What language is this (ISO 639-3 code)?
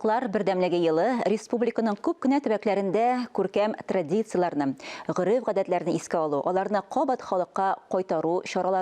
tat